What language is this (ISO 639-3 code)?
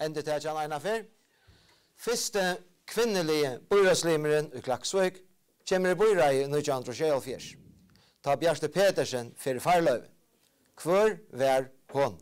fao